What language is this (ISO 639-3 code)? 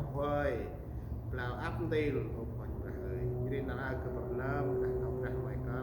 cmo